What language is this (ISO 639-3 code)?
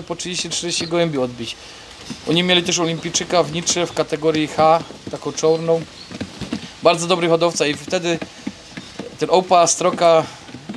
pol